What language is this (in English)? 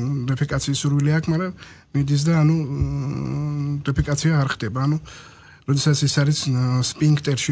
Georgian